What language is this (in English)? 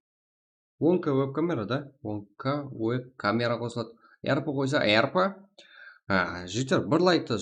Kara-Kalpak